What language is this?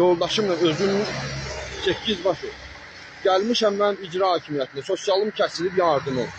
Azerbaijani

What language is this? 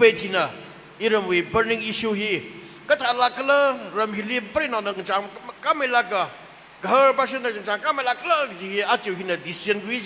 Tangkhul Naga (India)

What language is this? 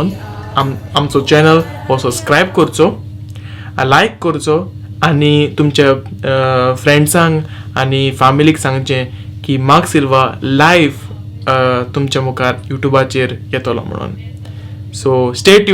Konkani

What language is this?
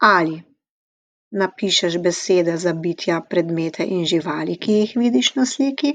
Slovenian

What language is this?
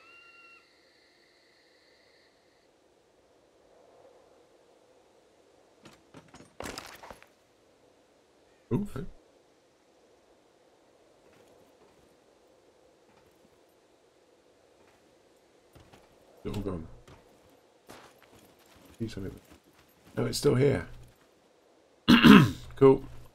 English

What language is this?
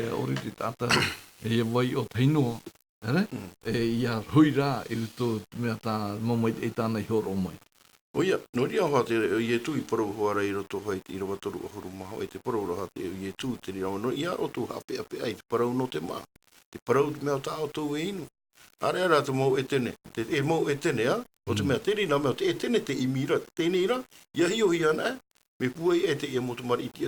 Tahitian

